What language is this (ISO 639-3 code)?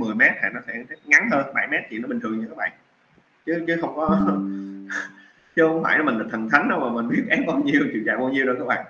vie